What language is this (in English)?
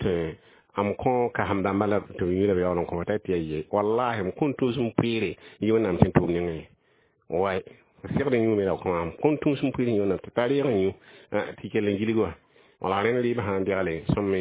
Mossi